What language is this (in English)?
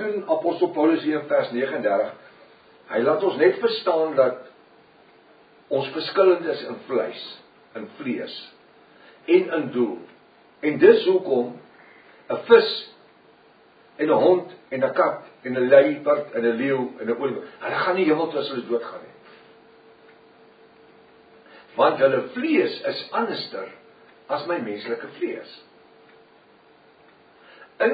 Afrikaans